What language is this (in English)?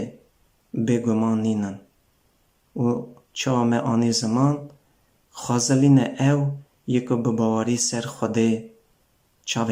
Kurdish